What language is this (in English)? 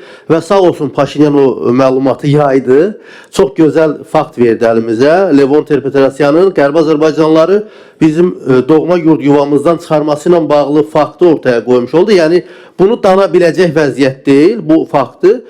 Azerbaijani